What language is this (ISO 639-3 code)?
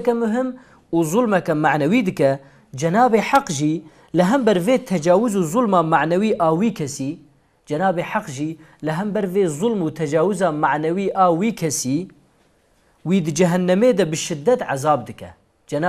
kur